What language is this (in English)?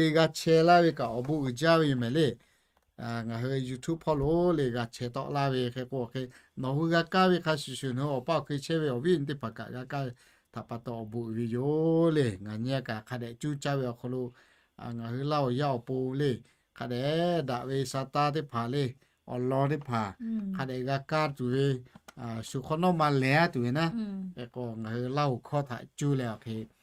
Lahu